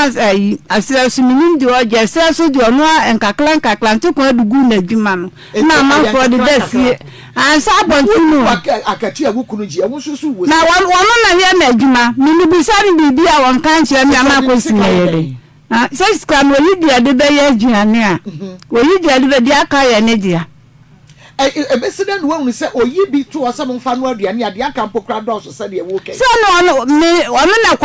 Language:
Akan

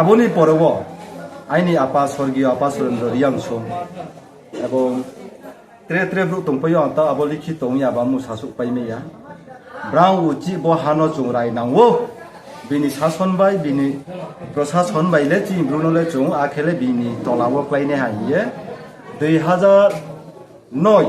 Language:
Riang (India)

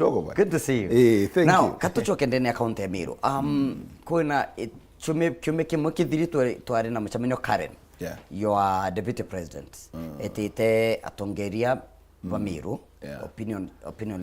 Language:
Meru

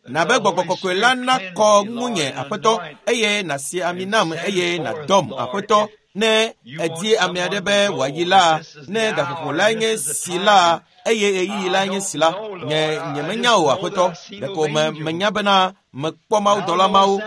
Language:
Ewe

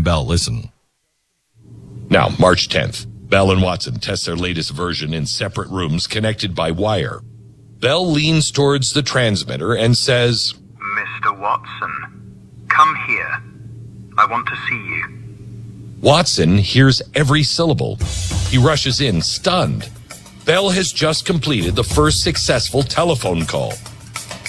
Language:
English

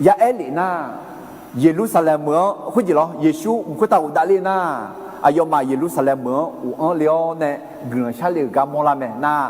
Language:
Akha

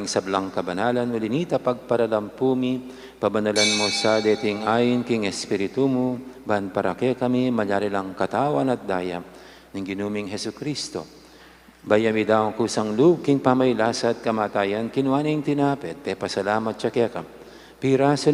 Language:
Pampanga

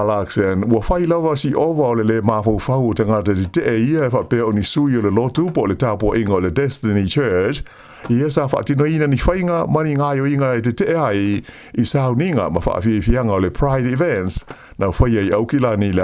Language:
Samoan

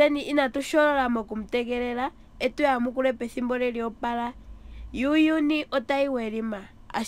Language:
Ndonga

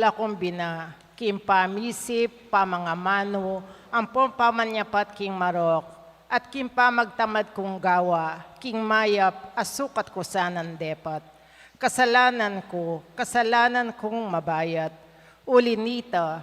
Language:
Pampanga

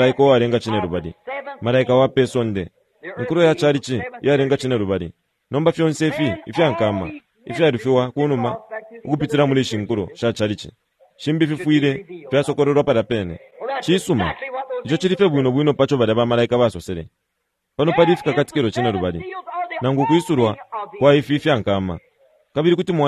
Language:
Bemba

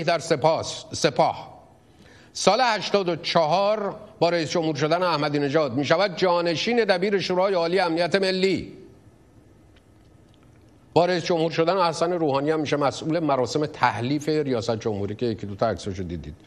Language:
Persian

